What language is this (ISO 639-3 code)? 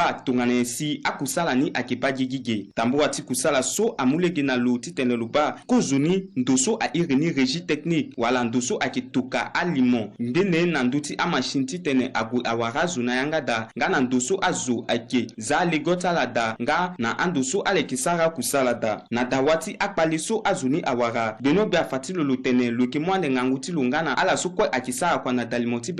sag